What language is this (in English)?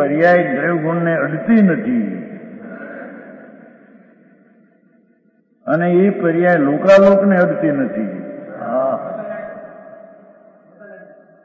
Gujarati